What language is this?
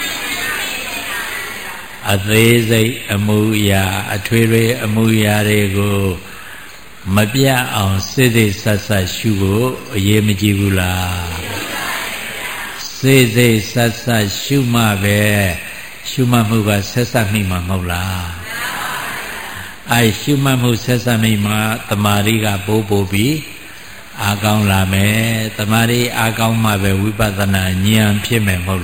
Burmese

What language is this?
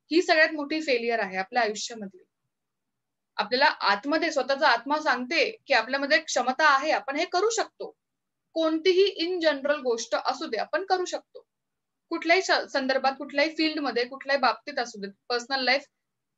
Marathi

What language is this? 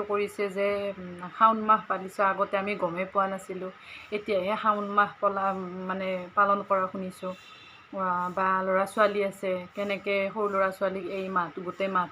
Assamese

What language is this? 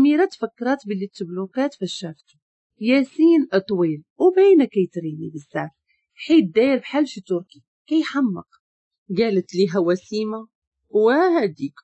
Moroccan Arabic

